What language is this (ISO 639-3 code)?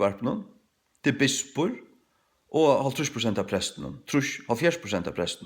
fao